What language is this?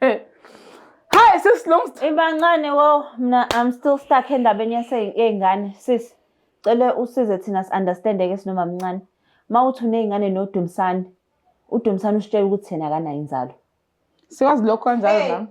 Zulu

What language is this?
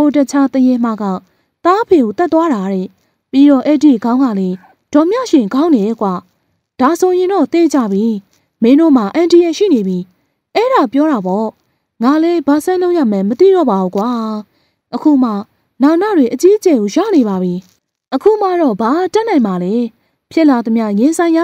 Burmese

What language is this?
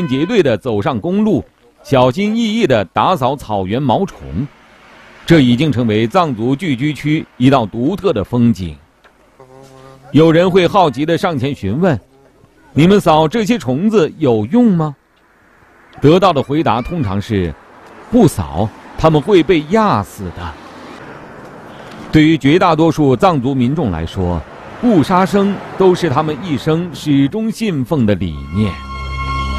Chinese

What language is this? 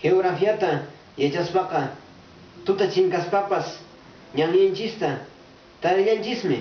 Quechua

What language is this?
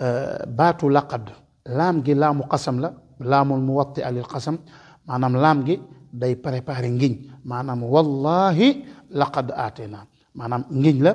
Wolof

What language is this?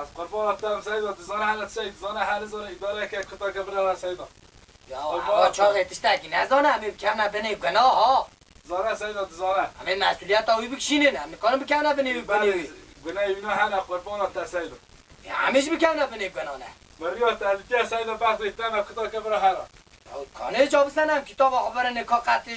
Kurdish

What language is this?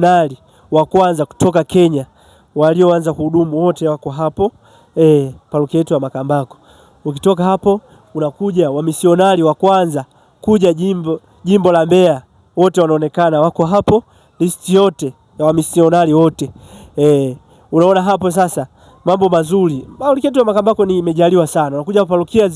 Swahili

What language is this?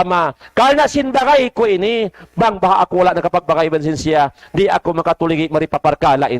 Tausug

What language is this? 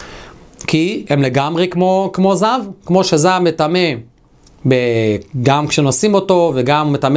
Hebrew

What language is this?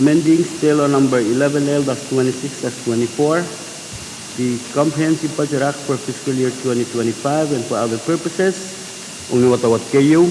Pohnpeian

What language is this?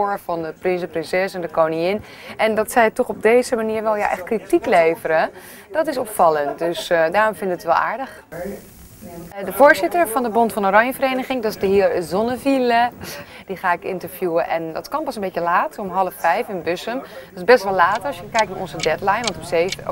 Dutch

